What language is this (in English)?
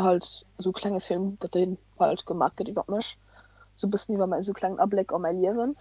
Luxembourgish